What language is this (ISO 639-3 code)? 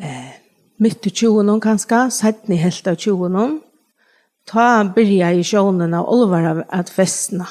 fao